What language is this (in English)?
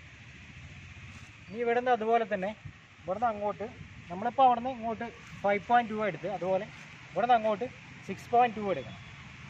Malayalam